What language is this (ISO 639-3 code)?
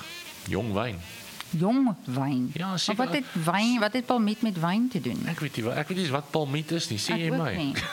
afr